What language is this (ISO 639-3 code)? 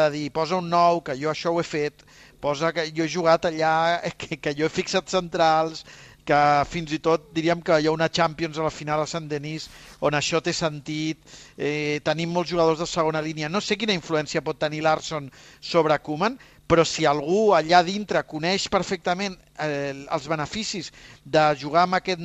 cat